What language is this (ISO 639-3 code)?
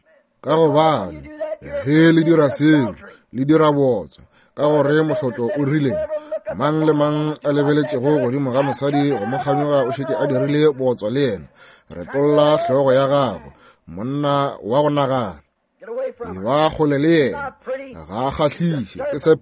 nso